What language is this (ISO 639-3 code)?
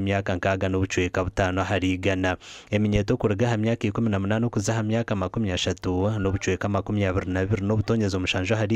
nyn